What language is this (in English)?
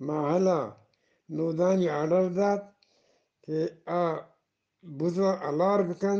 Eastern Balochi